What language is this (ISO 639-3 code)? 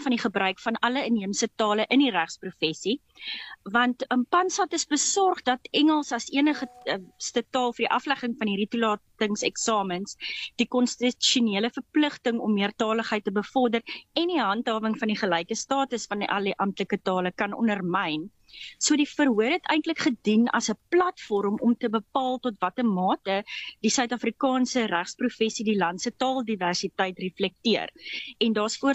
afr